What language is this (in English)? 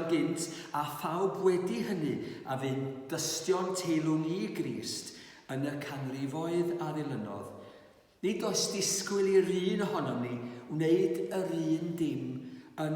Welsh